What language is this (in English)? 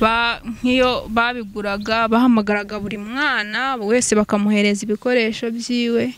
Kinyarwanda